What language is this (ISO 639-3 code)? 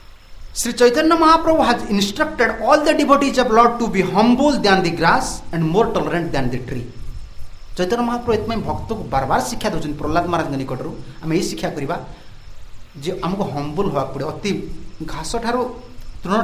ori